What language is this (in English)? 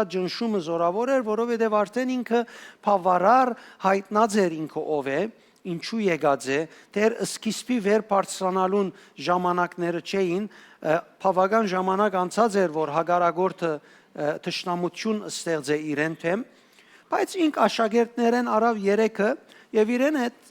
Western Armenian